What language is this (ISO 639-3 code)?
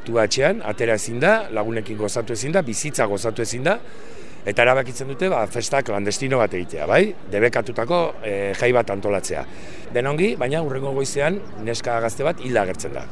eus